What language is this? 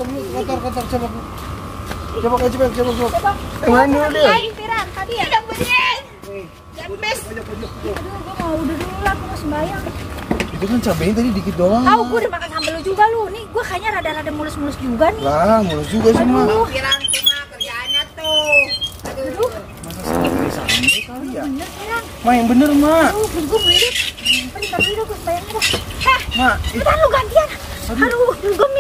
Betawi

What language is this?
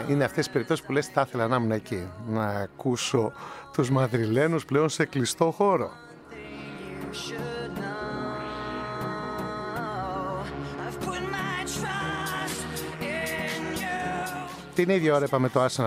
Greek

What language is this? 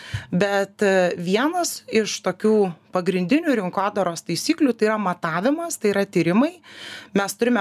Lithuanian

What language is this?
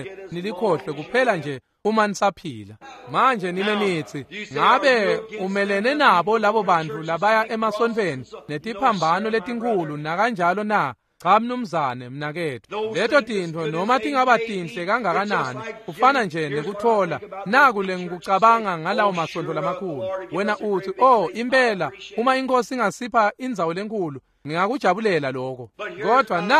Swati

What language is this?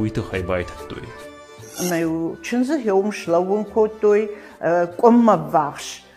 Ossetic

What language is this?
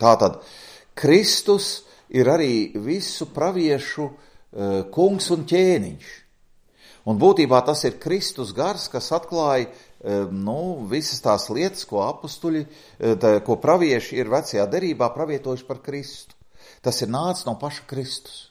Latvian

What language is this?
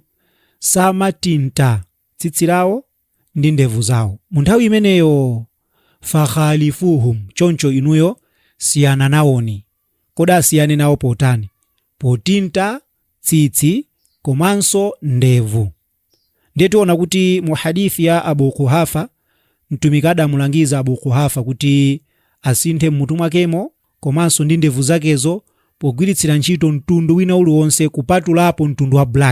Nyanja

